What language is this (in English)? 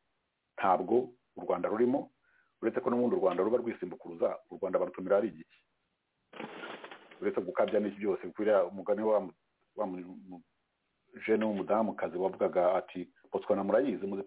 Kinyarwanda